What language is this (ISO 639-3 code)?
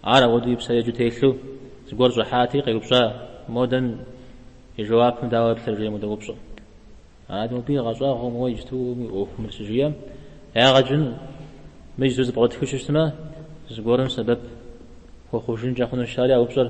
kbd